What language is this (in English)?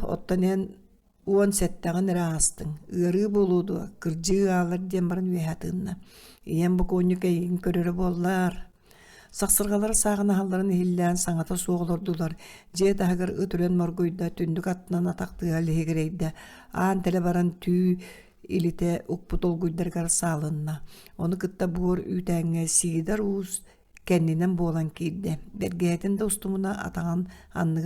Yakut